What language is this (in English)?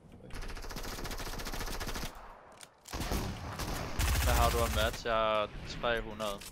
Danish